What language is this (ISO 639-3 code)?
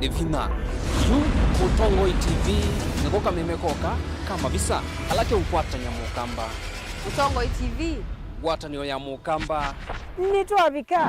kam